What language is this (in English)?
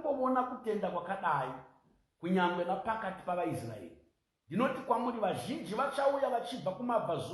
Shona